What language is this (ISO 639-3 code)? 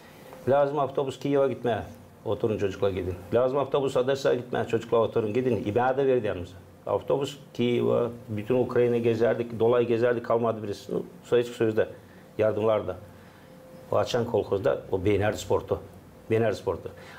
gag